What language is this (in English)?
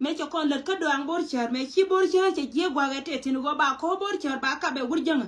Nuer